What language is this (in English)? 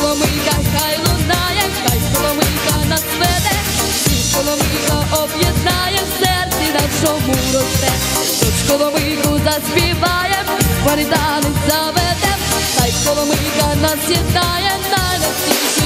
Ukrainian